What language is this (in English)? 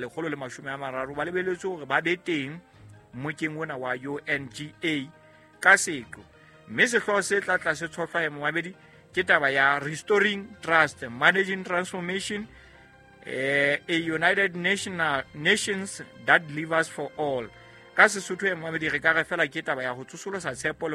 Southern Sotho